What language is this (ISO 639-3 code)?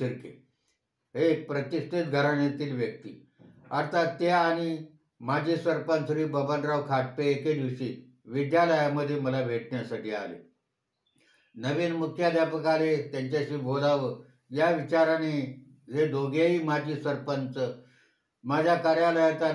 mar